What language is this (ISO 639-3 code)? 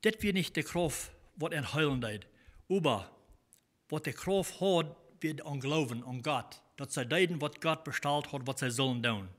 pdt